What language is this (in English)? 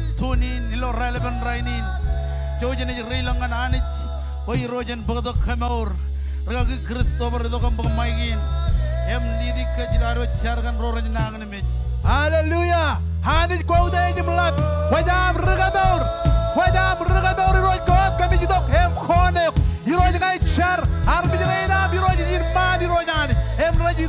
Marshallese